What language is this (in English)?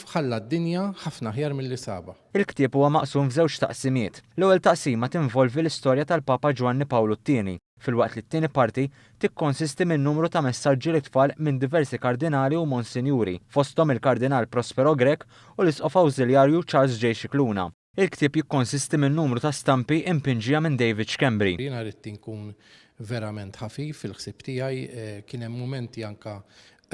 Maltese